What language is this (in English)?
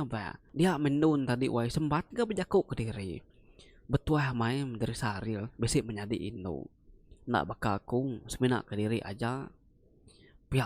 Iban